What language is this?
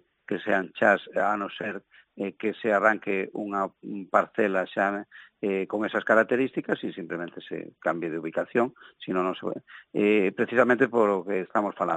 Galician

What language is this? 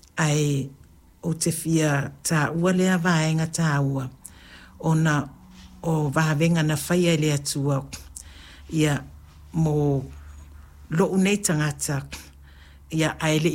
Samoan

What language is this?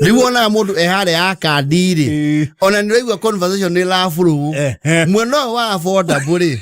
Kikuyu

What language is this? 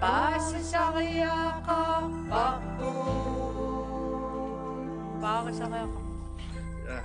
Kalaallisut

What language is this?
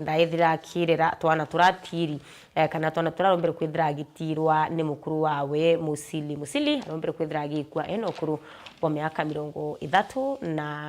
Meru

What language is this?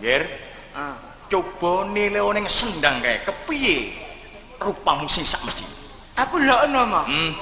Javanese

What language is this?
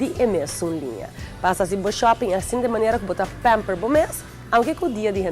Papiamento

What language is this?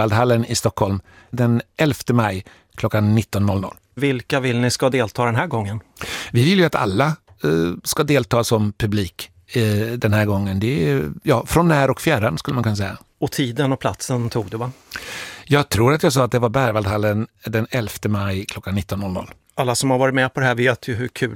Swedish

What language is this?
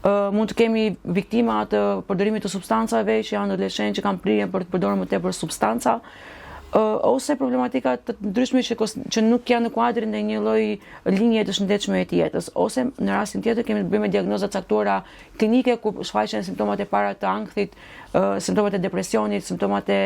Albanian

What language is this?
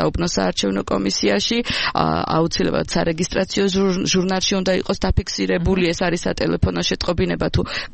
Georgian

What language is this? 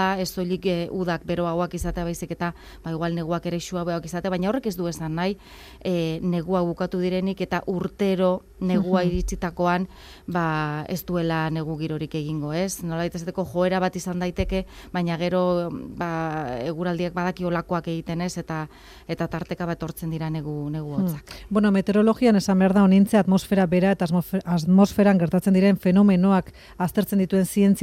Basque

